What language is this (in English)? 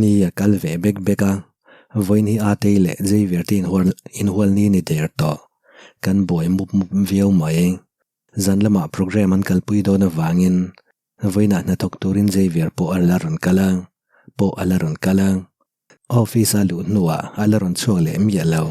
Mizo